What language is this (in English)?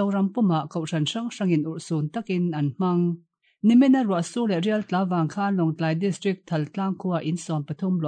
Mizo